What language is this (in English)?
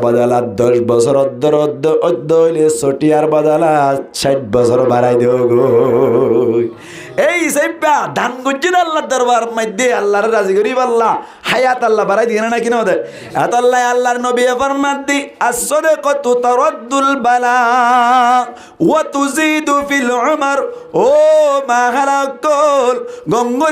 Rohingya